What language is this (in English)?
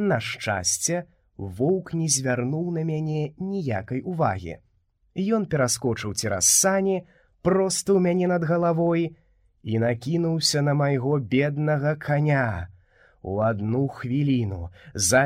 Belarusian